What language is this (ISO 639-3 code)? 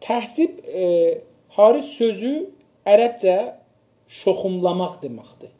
azb